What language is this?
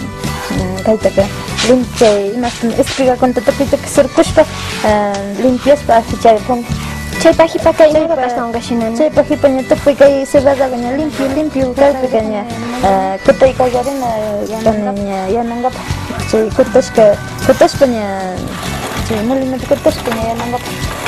Imbabura Highland Quichua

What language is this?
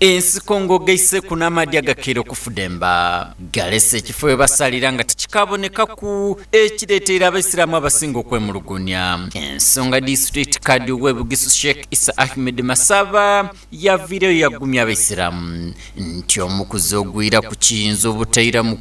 Soga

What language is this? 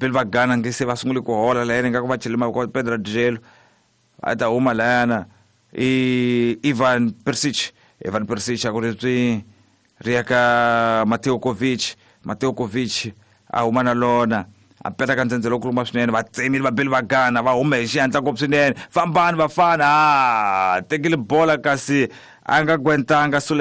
Tsonga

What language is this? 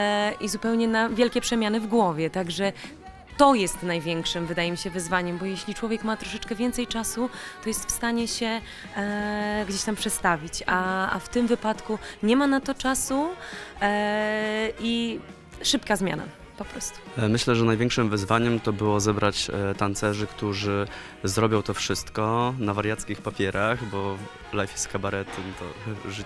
Polish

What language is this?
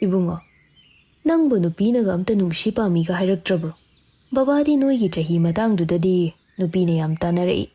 Manipuri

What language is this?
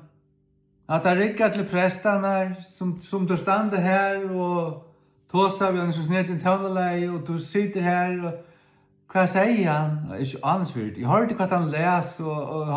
Faroese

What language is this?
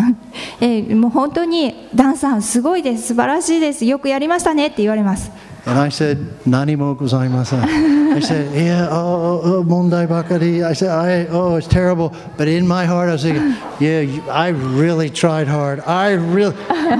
Japanese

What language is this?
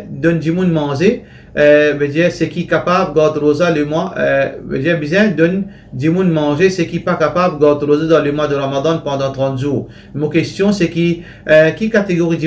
Morisyen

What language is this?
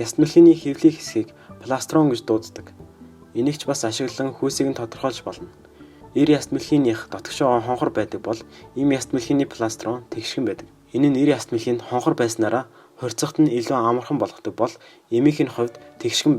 Mongolian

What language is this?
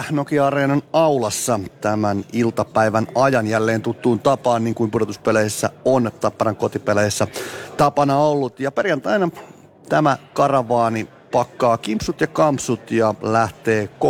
Finnish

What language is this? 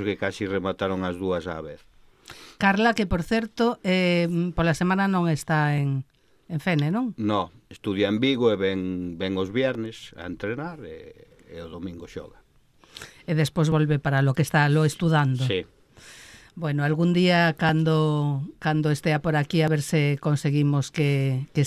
Galician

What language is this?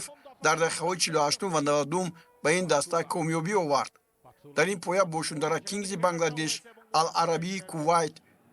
Tajik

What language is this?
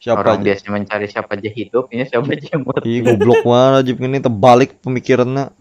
Banjar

